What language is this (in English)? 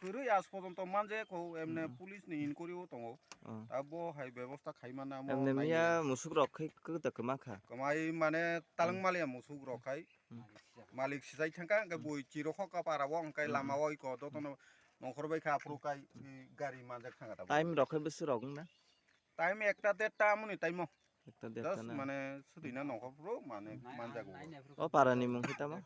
Kok Borok